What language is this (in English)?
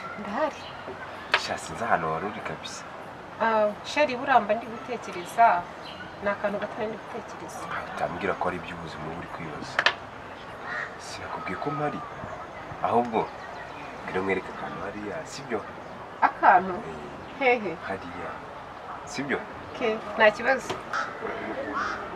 Kinyarwanda